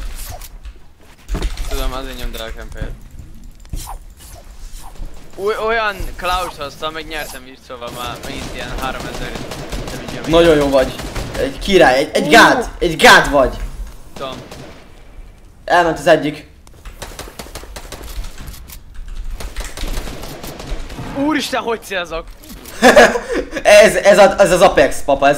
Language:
Hungarian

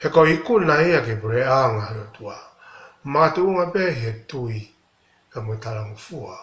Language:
Tongan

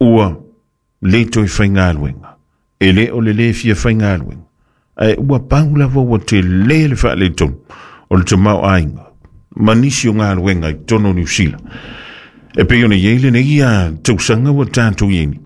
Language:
Samoan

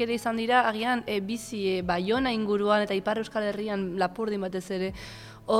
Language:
Basque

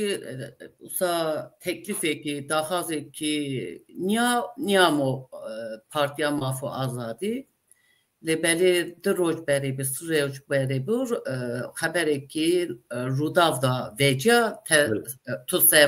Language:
Zaza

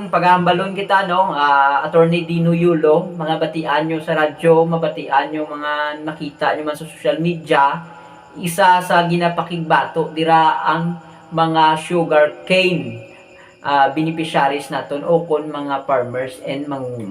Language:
Hiligaynon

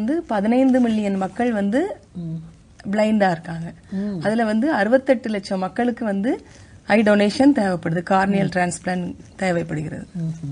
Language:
Tamil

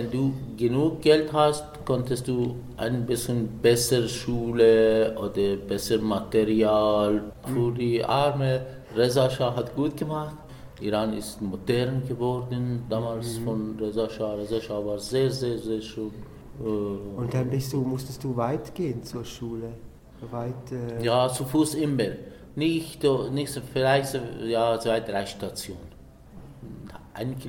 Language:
German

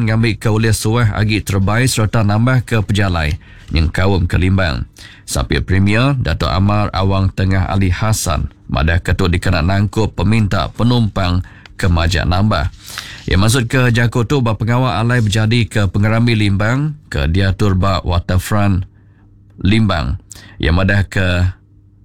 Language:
Iban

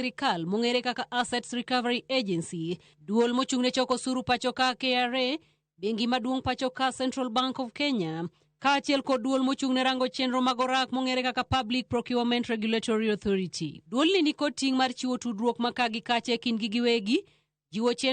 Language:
Luo (Kenya and Tanzania)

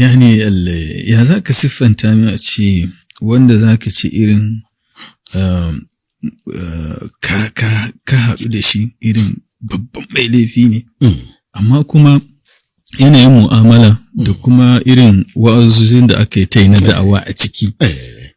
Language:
Hausa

